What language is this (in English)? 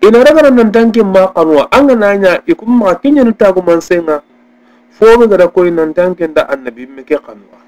Soninke